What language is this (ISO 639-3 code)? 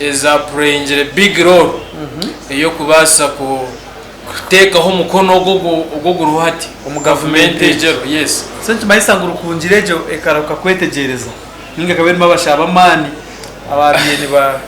nyn